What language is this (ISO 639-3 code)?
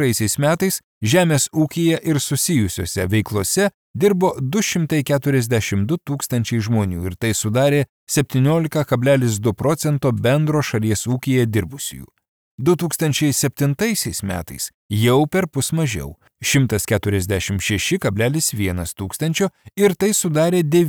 lit